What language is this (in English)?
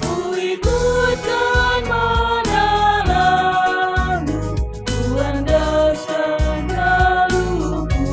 Batak Karo